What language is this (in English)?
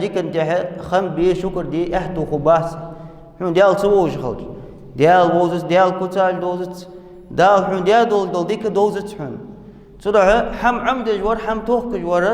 Ingush